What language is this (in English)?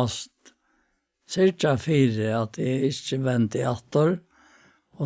Faroese